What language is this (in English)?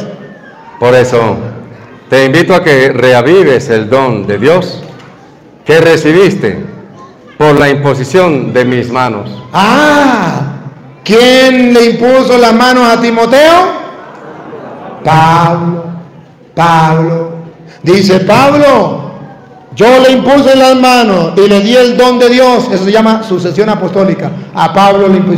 Spanish